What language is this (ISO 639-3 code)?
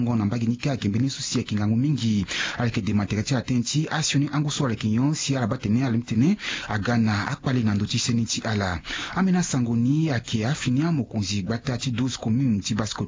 sag